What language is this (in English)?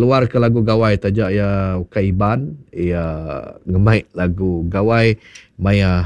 Iban